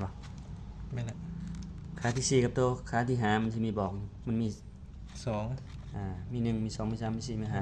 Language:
Lao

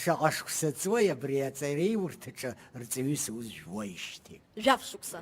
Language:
Abkhazian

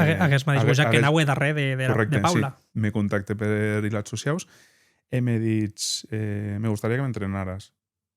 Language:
Occitan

